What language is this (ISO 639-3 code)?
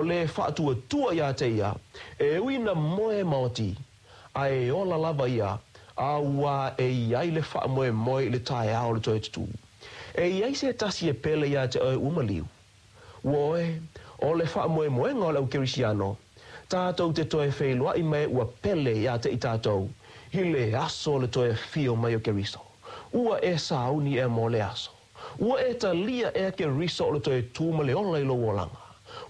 smo